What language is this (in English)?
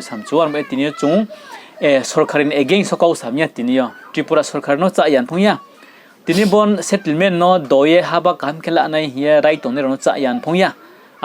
Riang (India)